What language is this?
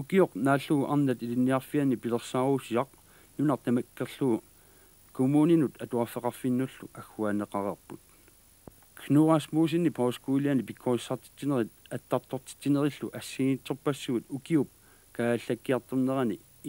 Kalaallisut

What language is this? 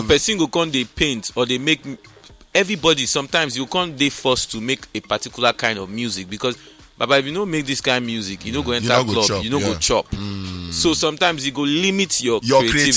Nigerian Pidgin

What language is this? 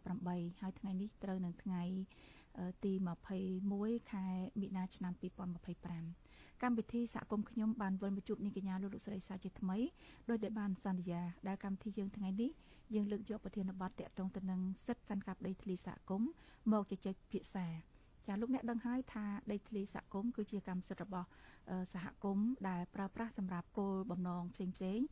Khmer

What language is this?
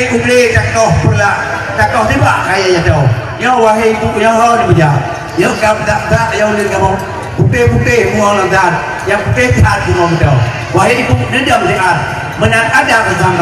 Achinese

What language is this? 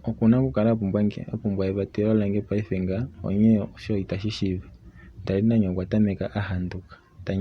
Kuanyama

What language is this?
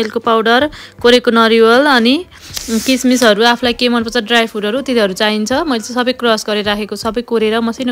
Nepali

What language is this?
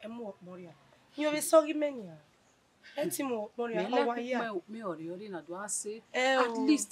Bini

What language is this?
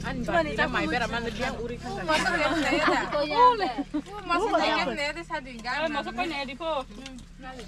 Kok Borok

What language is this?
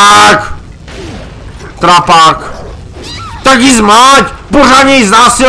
Czech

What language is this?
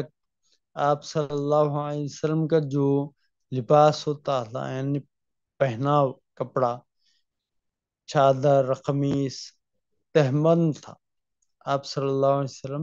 Urdu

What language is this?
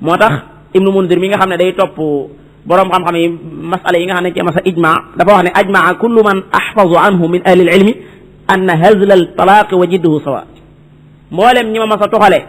Wolof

